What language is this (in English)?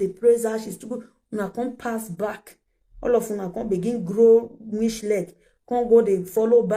Nigerian Pidgin